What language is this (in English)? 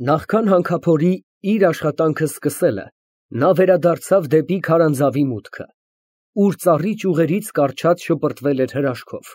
Armenian